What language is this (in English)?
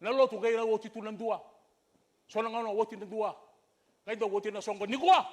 Fijian